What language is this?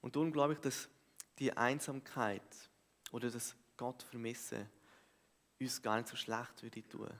Swiss German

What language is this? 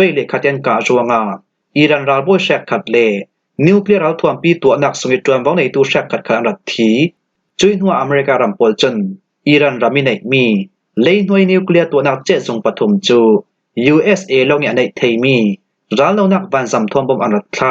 Falam Chin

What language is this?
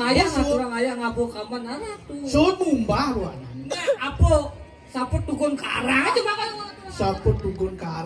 Balinese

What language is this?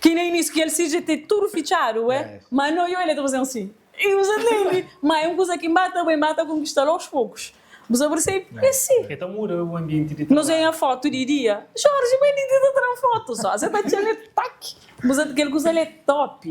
Kabuverdianu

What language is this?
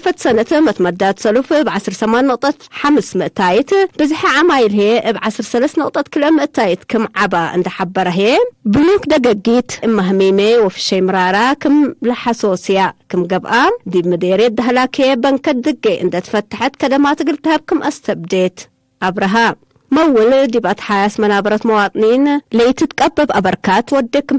Tigre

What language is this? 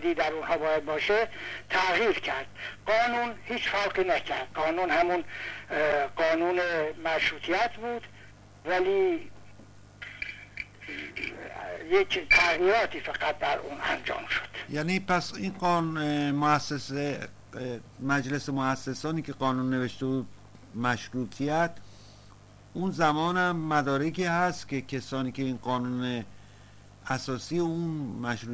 Persian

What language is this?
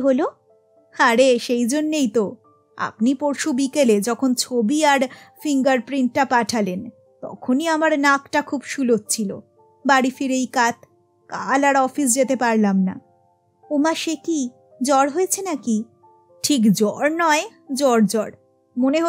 Bangla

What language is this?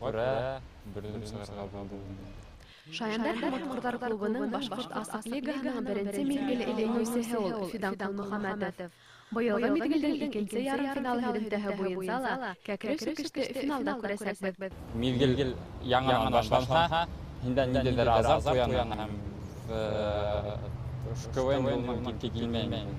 Bashkir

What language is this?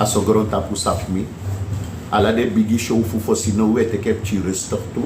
Sranan Tongo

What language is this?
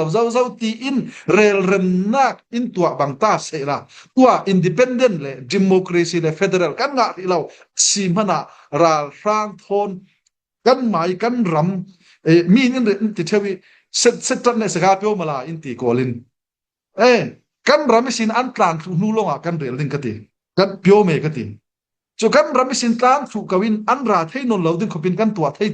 Falam Chin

